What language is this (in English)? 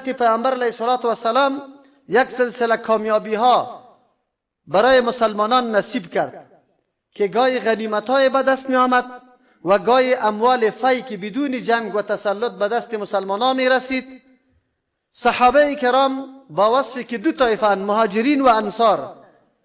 Persian